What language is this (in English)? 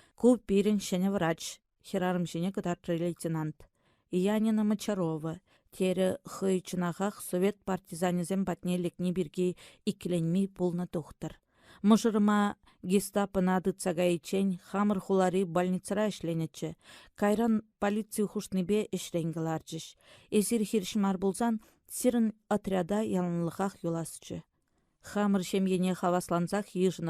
Chuvash